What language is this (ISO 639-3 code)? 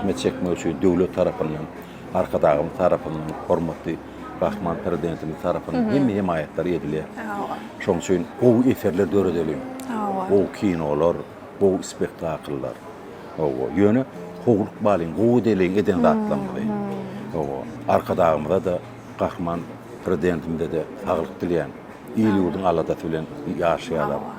tuk